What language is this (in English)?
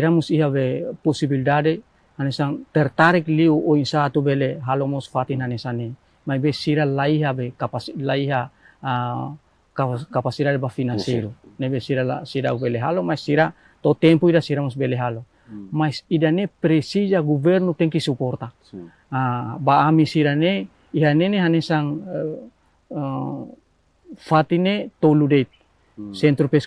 Tetum